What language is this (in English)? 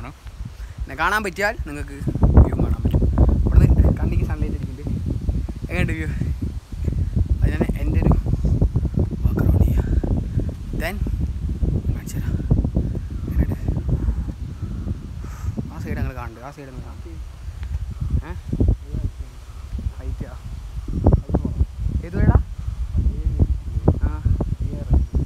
Malayalam